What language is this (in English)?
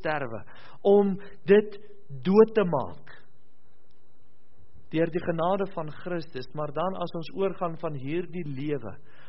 Afrikaans